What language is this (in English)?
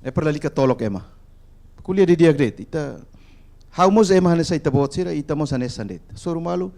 Tetum